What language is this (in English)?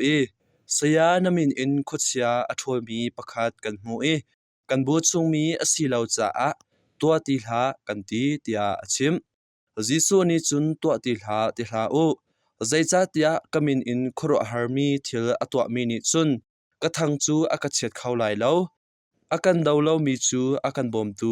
Hakha Chin